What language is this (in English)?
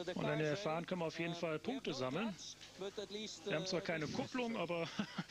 German